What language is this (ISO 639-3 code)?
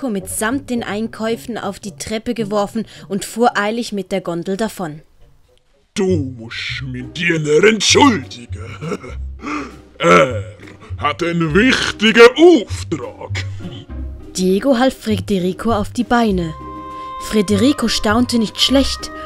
gsw